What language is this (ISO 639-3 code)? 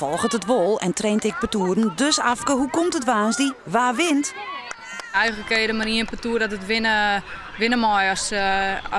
fry